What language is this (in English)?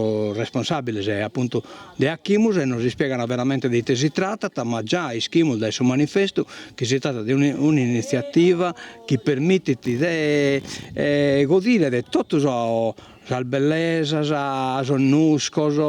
Sardinian